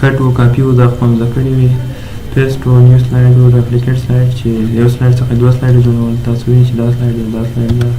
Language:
Pashto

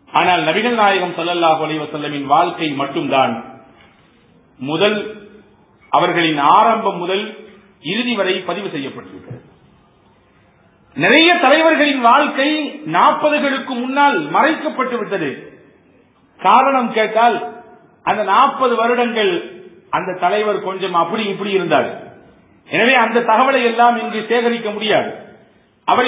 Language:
Tamil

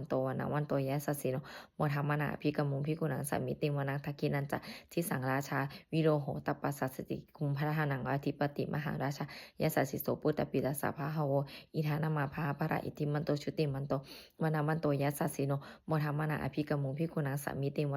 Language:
Pali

